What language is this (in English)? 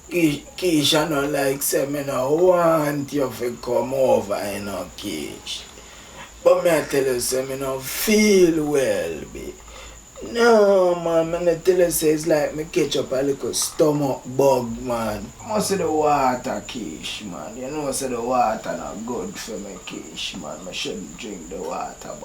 Jamaican Creole English